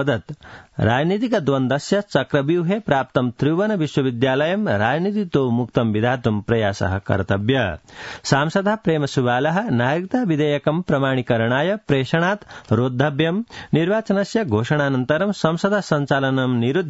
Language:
Sanskrit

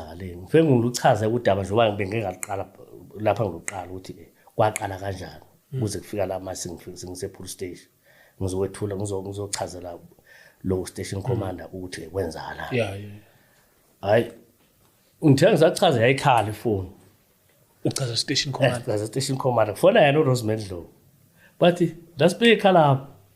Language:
Zulu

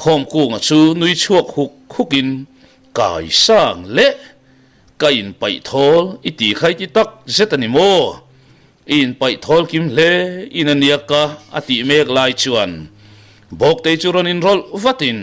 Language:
Mizo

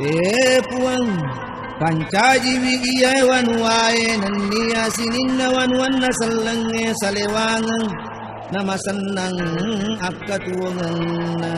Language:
Buginese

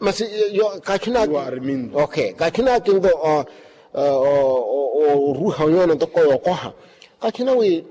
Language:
Makhuwa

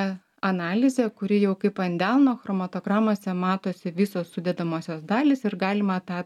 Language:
Lithuanian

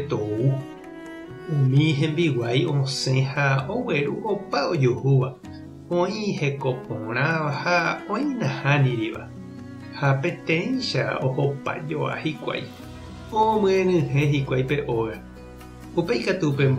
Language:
Guarani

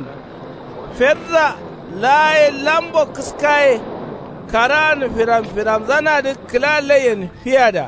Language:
Kanuri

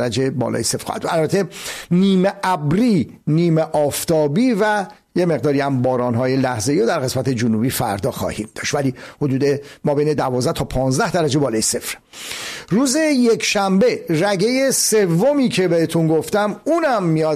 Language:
Persian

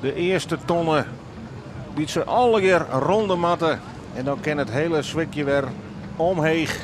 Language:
Western Frisian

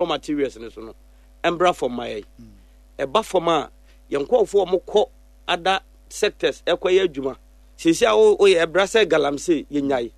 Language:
Akan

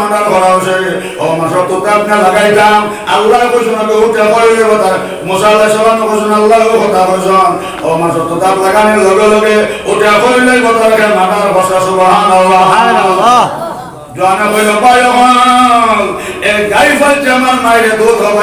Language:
Sylheti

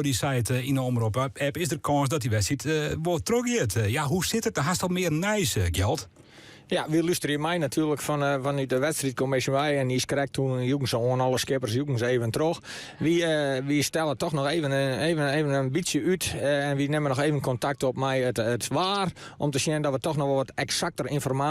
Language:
Western Frisian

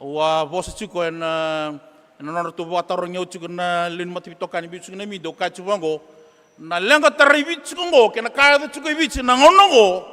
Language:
Fijian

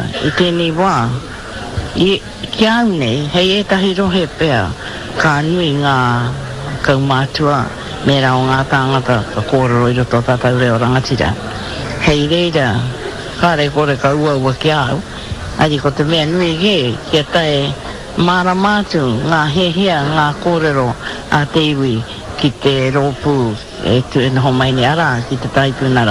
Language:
Māori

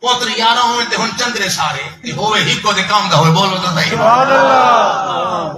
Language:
Saraiki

